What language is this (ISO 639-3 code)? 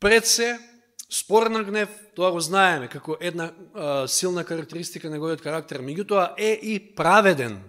mkd